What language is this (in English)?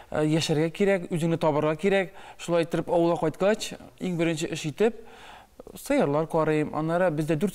Tatar